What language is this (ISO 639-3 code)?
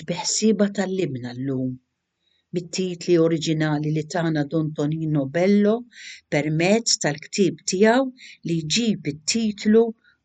mlt